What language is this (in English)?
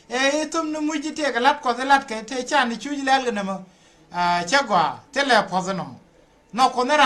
Nuer